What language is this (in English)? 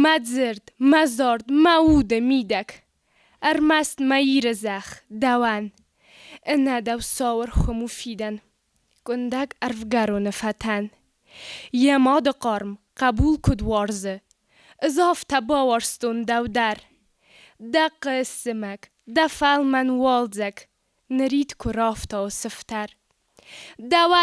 Ossetic